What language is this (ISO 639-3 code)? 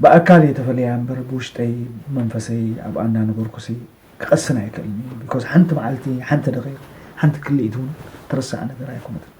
tir